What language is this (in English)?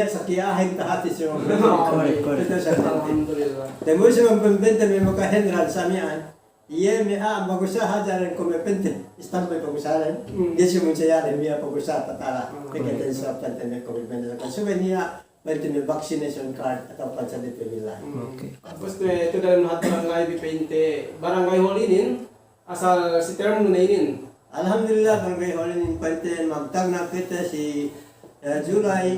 Yakan